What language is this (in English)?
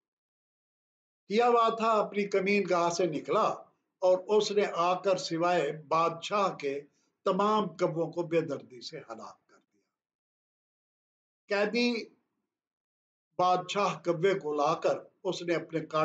Urdu